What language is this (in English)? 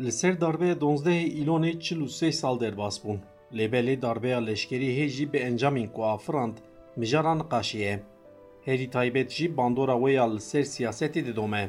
Kurdish